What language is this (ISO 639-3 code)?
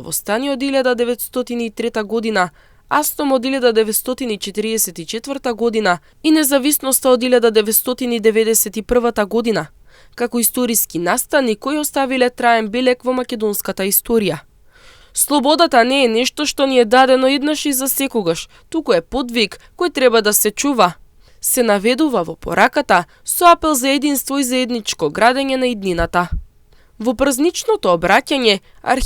mkd